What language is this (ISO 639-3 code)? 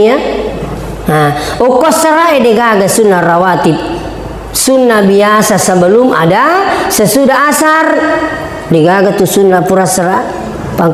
bug